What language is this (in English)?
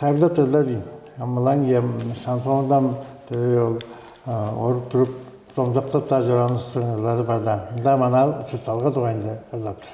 Tuvinian